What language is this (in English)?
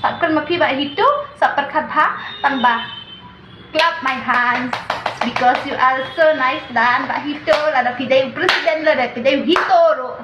Khasi